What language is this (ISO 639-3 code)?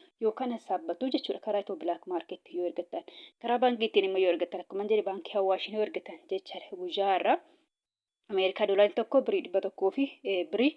orm